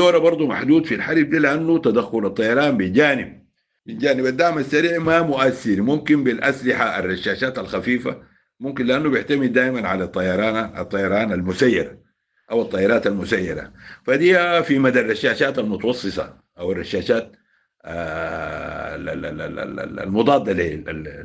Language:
Sudanese Arabic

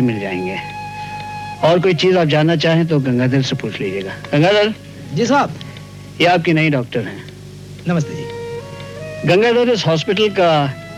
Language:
Hindi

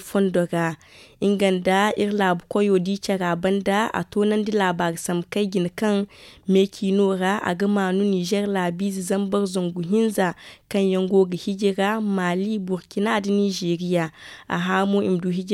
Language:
Zarma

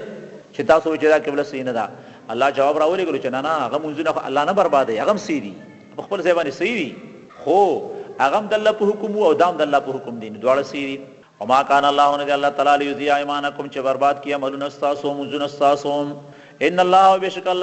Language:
Pashto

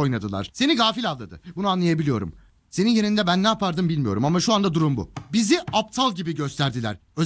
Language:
Turkish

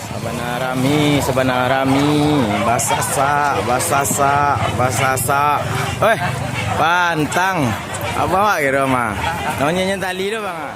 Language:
Minangkabau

